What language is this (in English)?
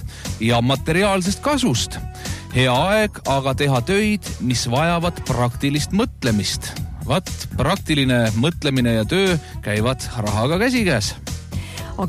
Estonian